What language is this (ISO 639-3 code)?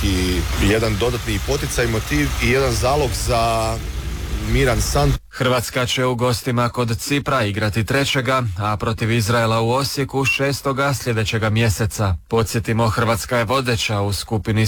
hrv